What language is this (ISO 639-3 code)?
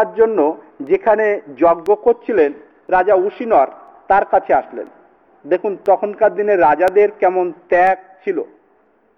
ben